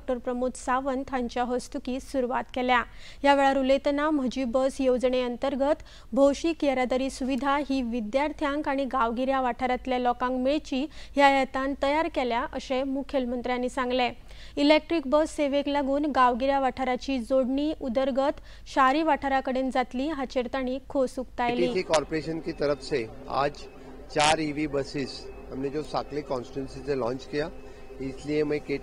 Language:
Konkani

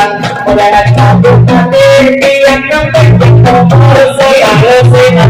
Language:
Banjar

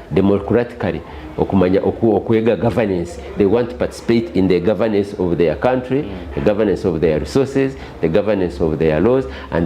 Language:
Nyankole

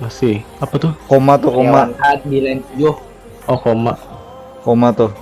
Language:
Banjar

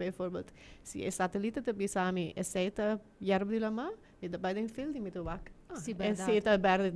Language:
Papiamento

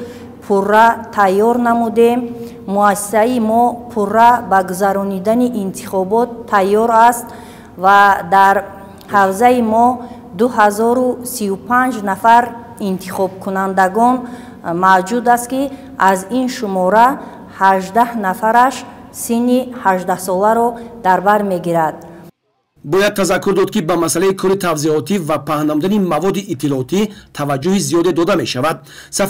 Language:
Tajik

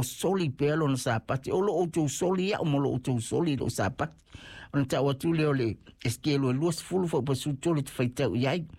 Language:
Samoan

